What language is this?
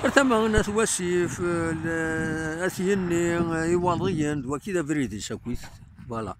Kabyle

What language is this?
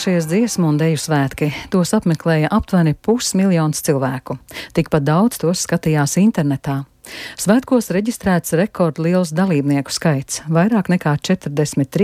Latvian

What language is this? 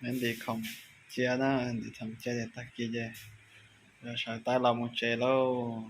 Hmong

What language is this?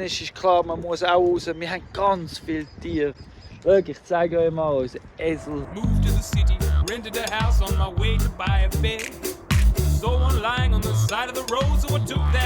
Swiss German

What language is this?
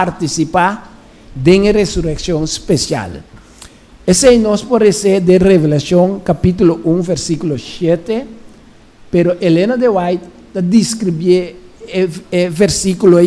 Papiamento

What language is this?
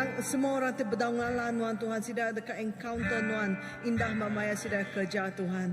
Iban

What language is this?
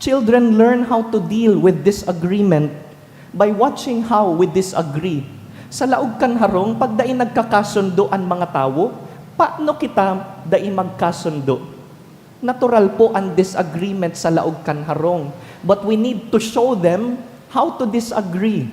Bikol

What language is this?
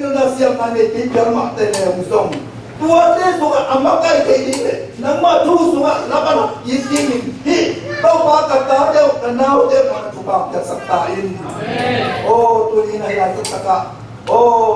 Tedim Chin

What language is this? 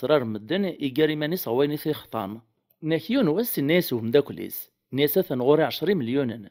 Kabyle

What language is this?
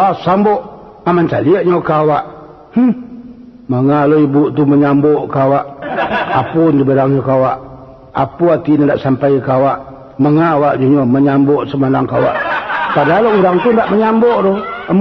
Minangkabau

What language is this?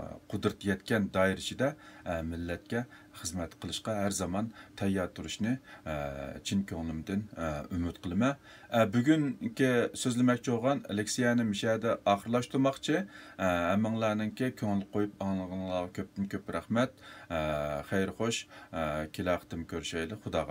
Uyghur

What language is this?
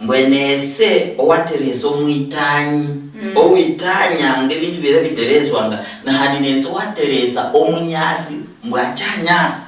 Luyia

